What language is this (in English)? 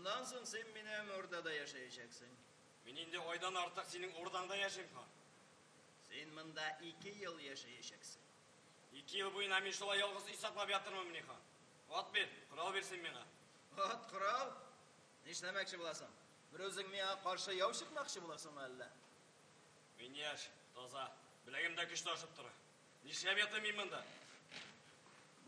Tatar